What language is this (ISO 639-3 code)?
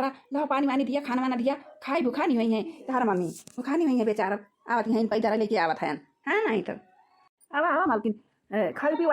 awa